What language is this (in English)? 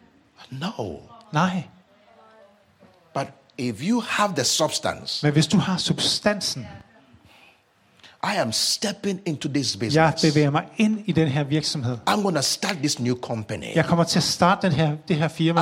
Danish